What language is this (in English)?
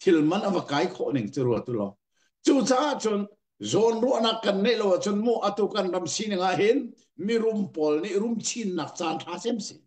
Hakha Chin